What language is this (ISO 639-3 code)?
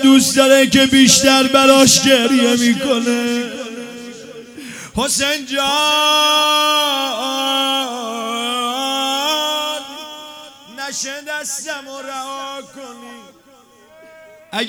fas